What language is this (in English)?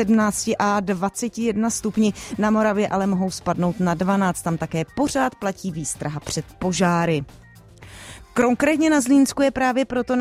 Czech